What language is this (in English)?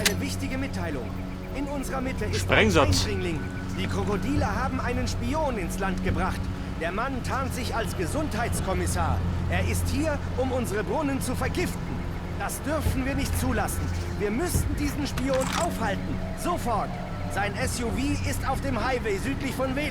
Bavarian